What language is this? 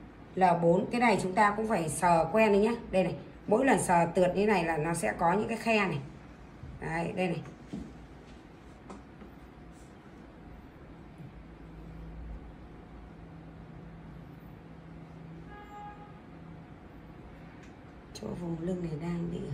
Vietnamese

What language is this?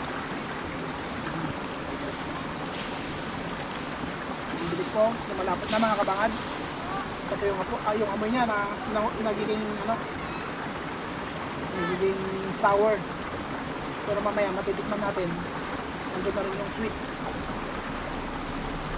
Filipino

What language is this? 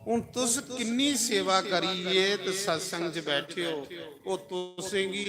Dogri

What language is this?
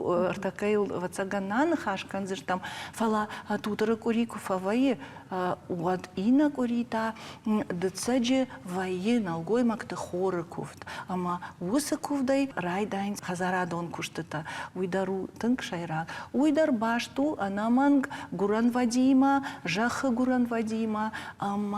Ossetic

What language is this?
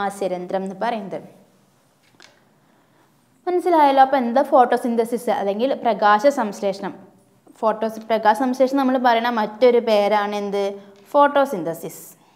Malayalam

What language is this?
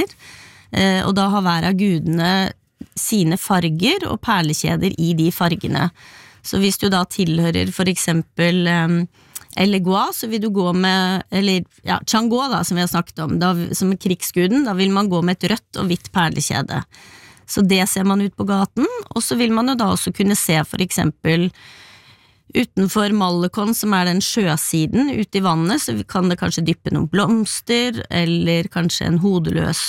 Norwegian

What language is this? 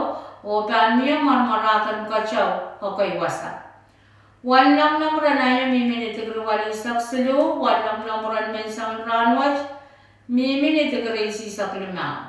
Pohnpeian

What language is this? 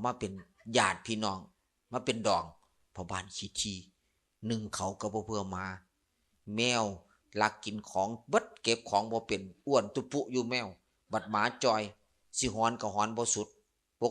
Lao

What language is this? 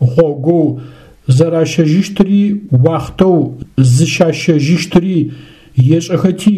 Adyghe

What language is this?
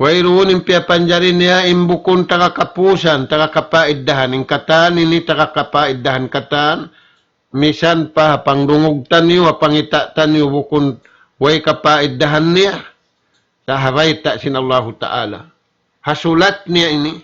Tausug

